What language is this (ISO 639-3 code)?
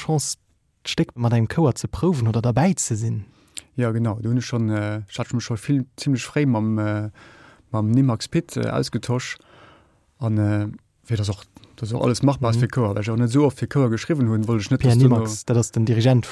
ltz